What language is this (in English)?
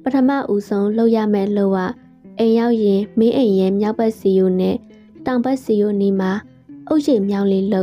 Burmese